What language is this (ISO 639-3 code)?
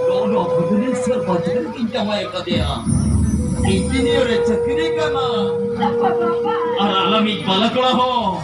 sat